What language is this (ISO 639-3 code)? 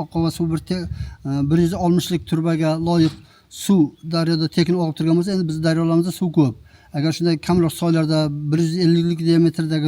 uzb